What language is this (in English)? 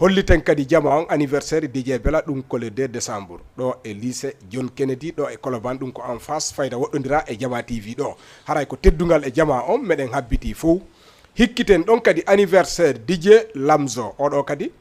Fula